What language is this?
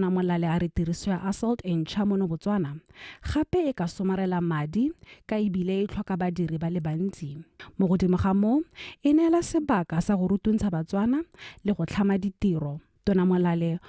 Tswana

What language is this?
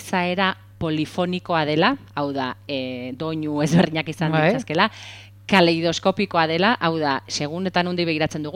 Basque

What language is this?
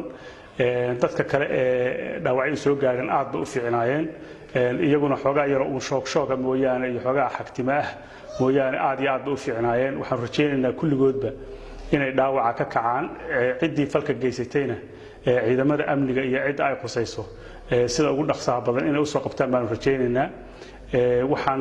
Somali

